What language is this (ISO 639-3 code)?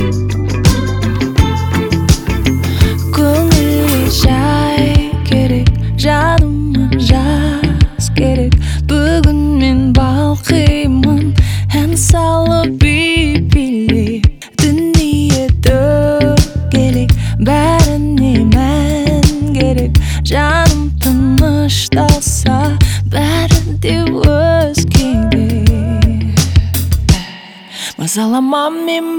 kaz